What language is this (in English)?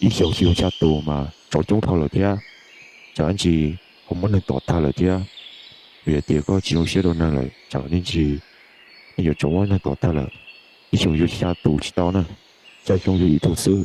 Hmong